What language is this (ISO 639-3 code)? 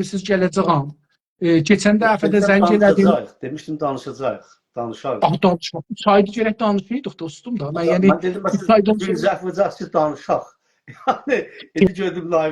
azb